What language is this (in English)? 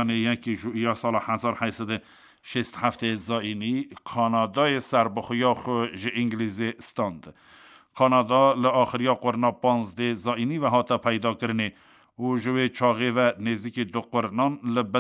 Kurdish